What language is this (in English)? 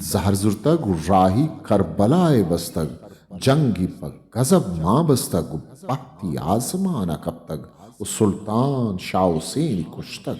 Eastern Balochi